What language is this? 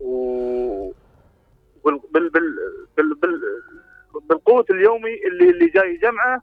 Mesopotamian Arabic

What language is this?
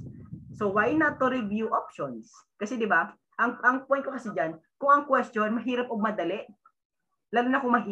Filipino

